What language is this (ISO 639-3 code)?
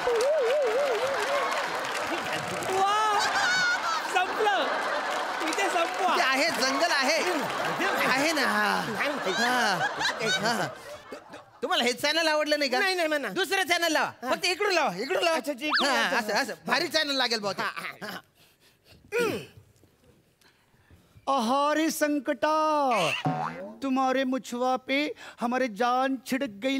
mar